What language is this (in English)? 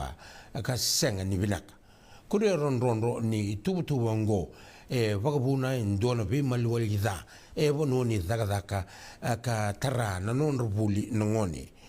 Fijian